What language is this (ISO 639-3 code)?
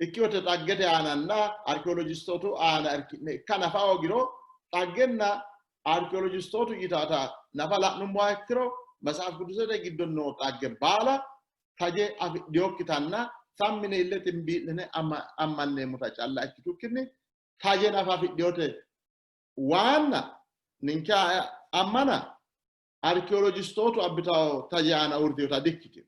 sid